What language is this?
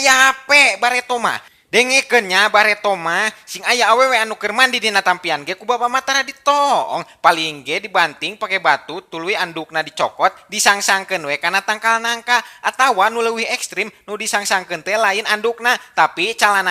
Sundanese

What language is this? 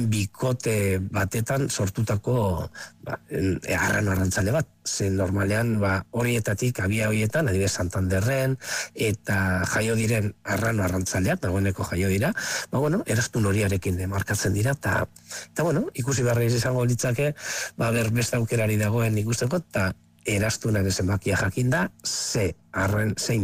Basque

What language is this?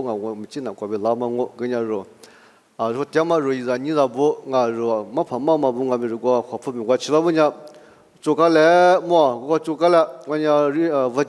Lisu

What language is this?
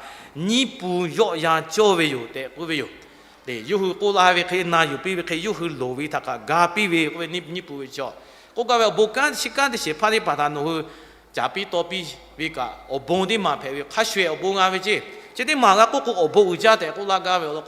Lahu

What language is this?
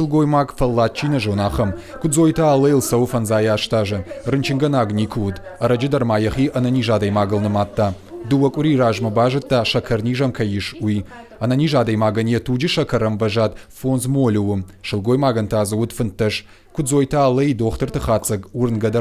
Ossetic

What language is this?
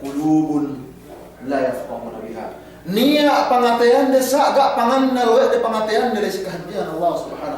Yakan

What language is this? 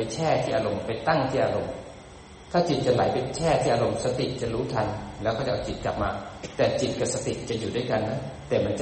Thai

